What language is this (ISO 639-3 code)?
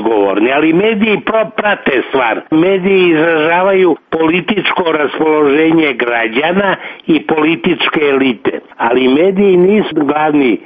hrv